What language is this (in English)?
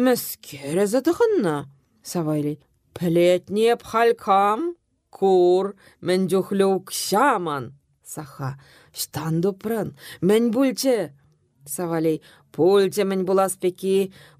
Chuvash